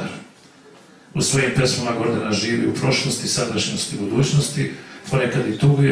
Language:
Serbian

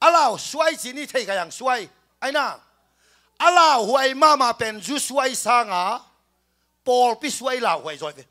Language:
Tedim Chin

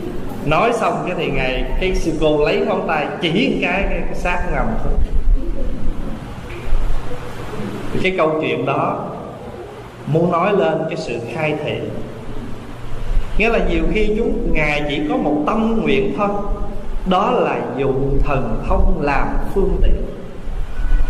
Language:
Vietnamese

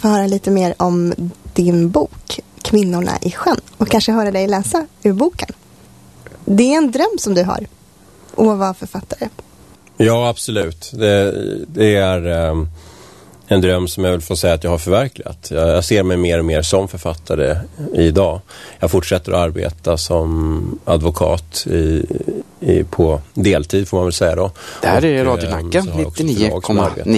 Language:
Swedish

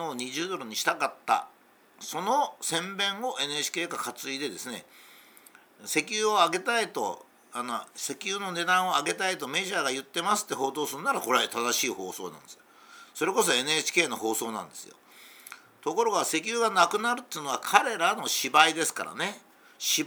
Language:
Japanese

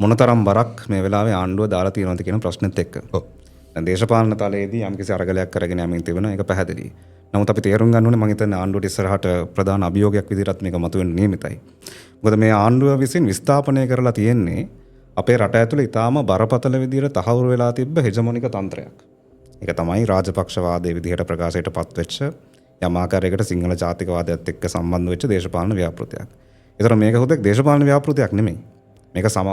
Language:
Sinhala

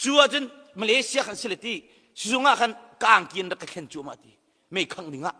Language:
Hakha Chin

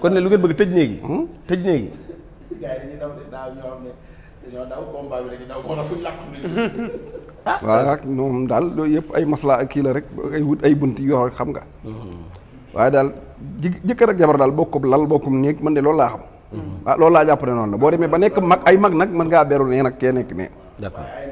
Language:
Wolof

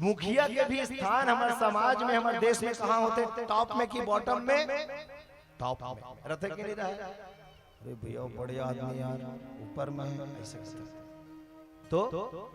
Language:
Chhattisgarhi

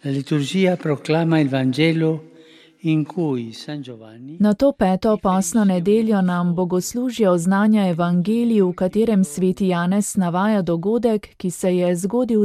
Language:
Slovenian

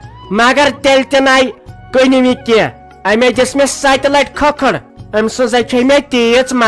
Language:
Kashmiri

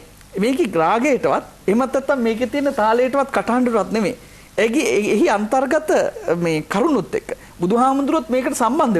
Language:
Sinhala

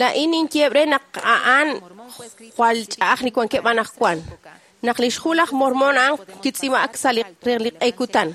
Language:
Kekchí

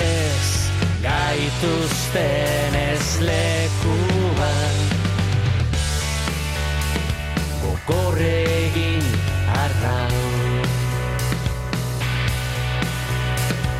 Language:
Basque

